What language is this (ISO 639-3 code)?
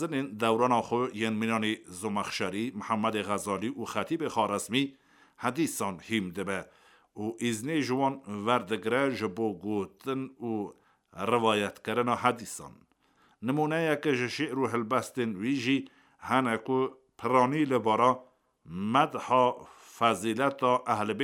kur